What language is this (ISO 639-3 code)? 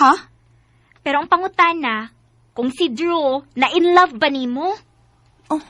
ceb